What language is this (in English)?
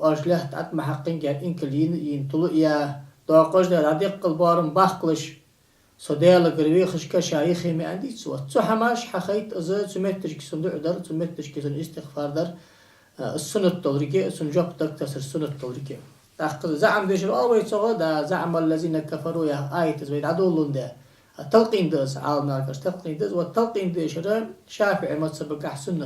Ingush